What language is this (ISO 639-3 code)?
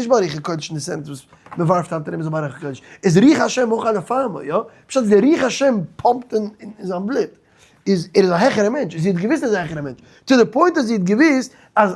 yid